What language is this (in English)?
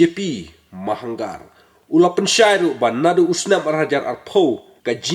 Khasi